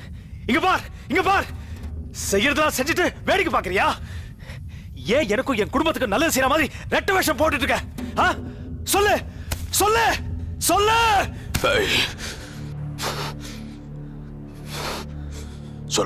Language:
Tamil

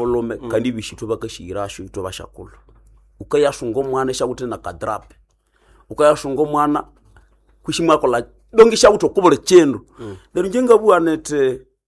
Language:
Nande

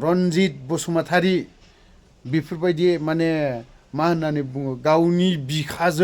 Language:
Bodo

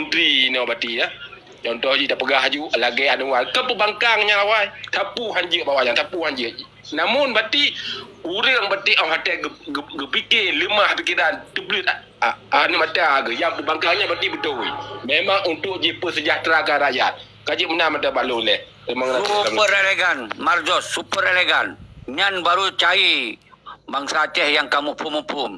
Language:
Achinese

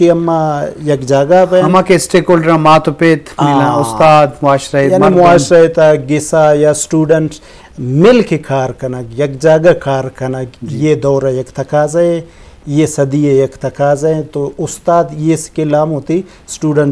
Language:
Eastern Balochi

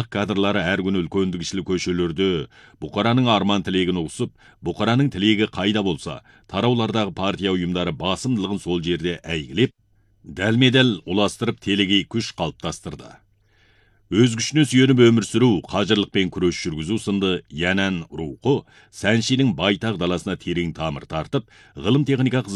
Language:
Kazakh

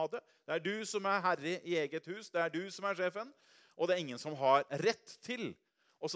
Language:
Norwegian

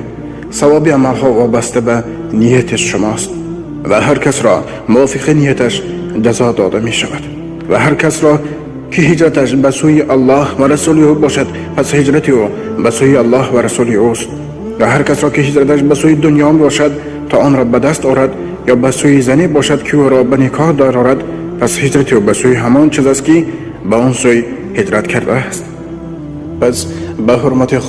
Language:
Tajik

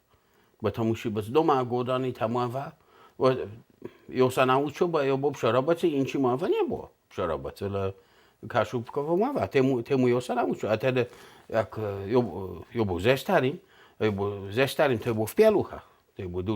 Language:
Kashubian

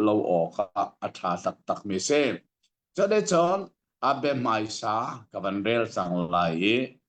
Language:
Hakha Chin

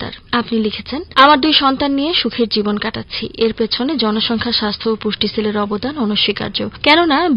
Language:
Bangla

